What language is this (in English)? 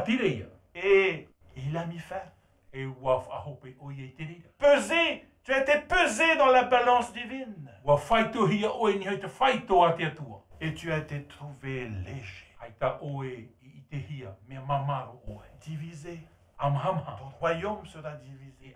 Tahitian